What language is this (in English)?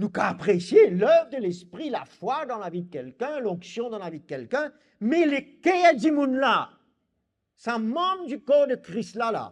Morisyen